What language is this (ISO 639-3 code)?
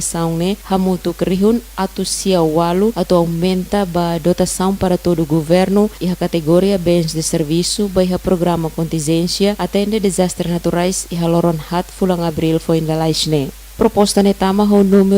tet